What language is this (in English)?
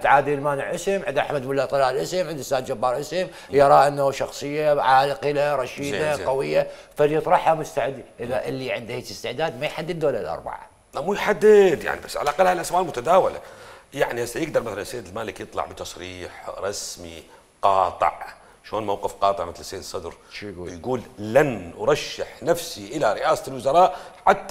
Mesopotamian Arabic